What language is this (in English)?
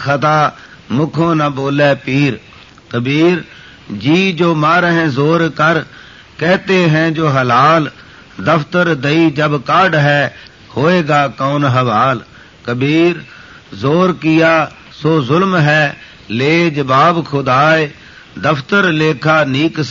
Punjabi